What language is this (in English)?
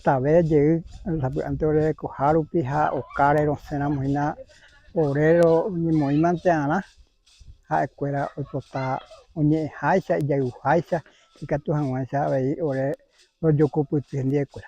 Guarani